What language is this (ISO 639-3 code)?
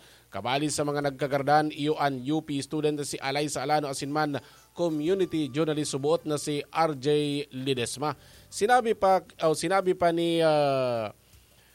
bik